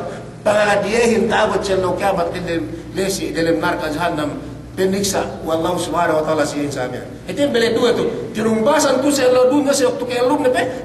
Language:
Yakan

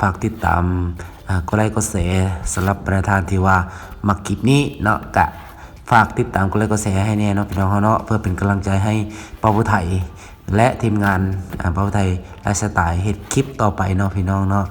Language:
Lao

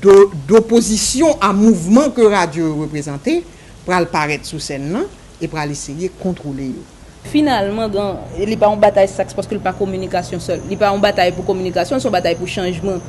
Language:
Haitian Creole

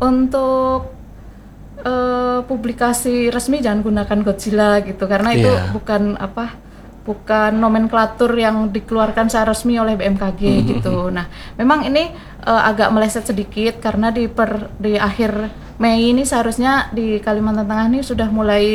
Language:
Indonesian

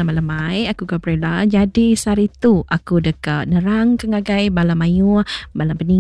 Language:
Iban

